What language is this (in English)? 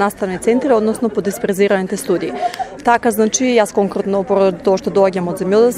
Macedonian